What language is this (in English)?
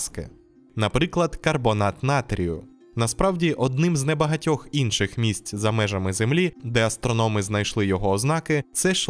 Ukrainian